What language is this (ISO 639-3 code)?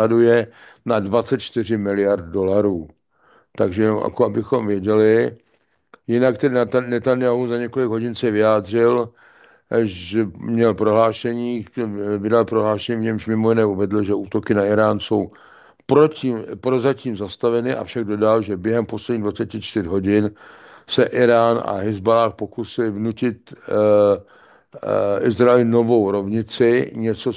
ces